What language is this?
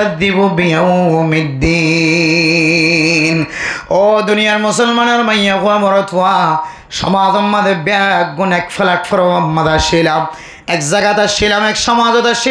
Rohingya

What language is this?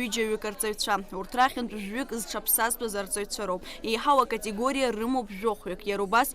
Abkhazian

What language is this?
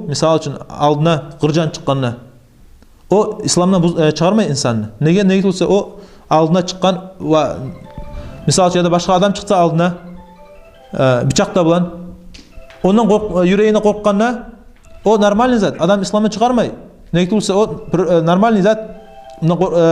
Kumyk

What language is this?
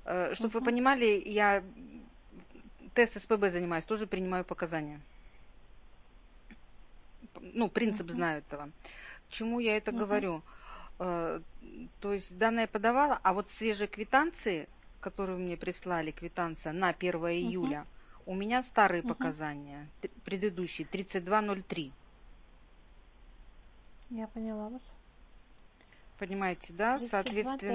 Russian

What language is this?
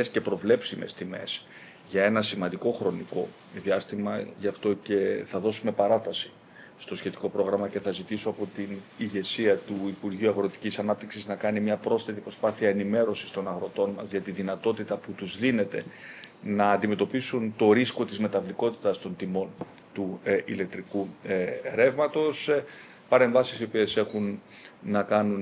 Greek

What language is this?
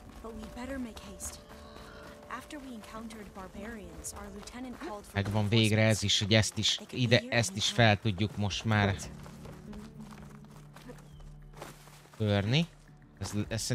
Hungarian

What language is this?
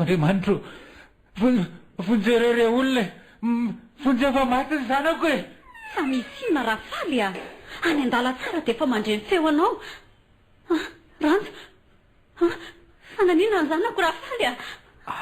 Malagasy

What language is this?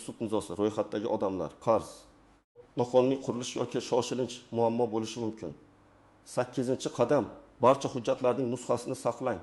Uzbek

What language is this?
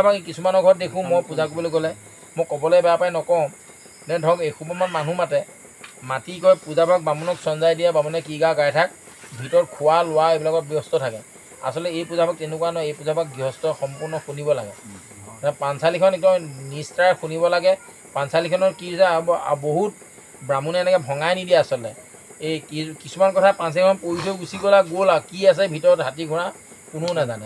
Assamese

